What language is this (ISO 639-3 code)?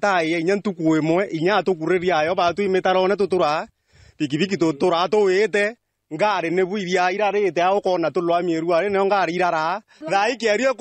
mer